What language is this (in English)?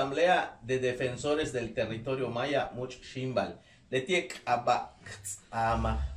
Yucateco